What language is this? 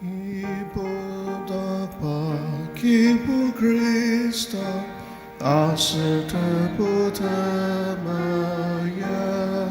Ao Naga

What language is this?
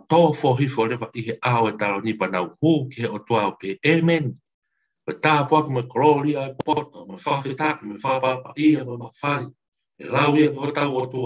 Tongan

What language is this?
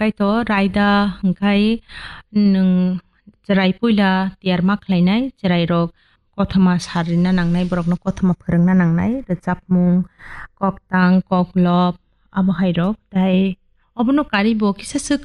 Kok Borok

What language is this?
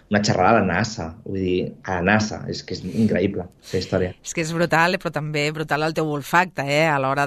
Catalan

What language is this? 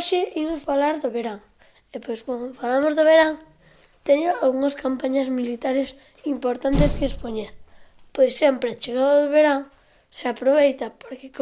Galician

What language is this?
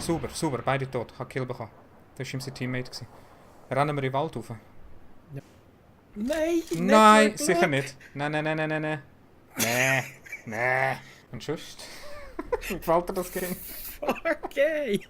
Swiss German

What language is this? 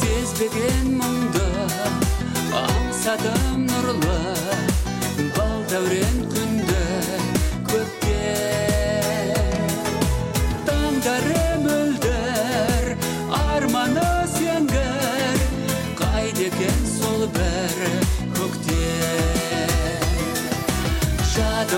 Kazakh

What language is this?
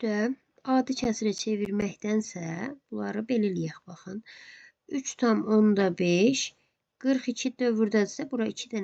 Azerbaijani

